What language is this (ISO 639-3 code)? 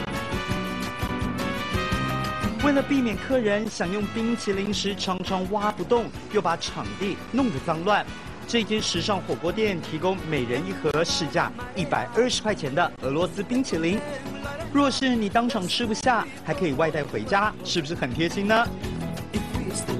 zho